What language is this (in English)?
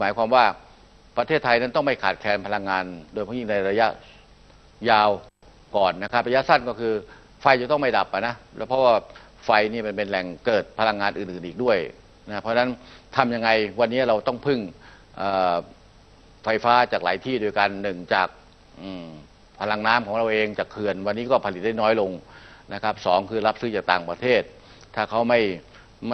Thai